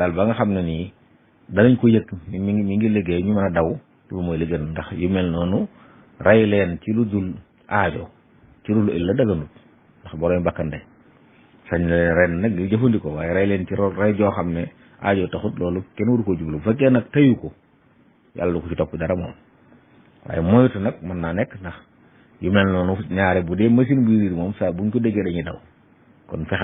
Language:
Wolof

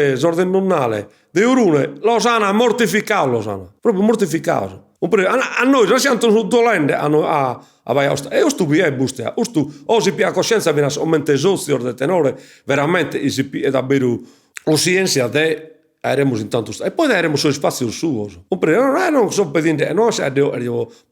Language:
Sardinian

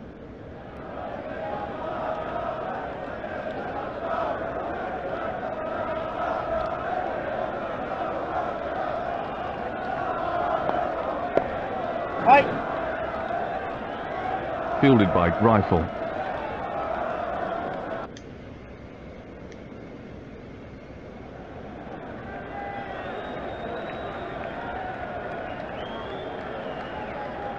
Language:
English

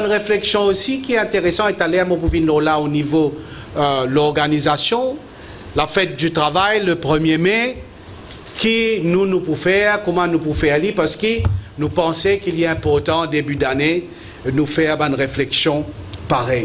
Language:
Morisyen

